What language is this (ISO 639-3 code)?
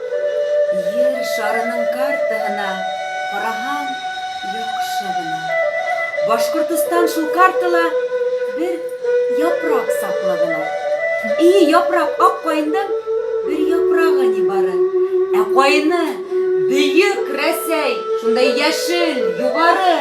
bak